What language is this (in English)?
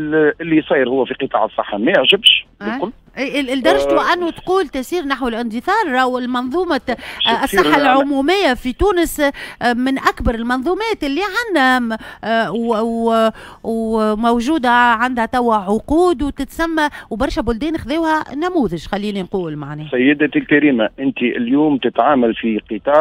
Tunisian Arabic